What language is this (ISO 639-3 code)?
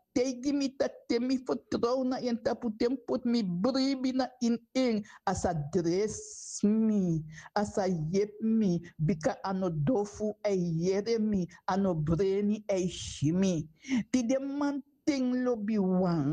srn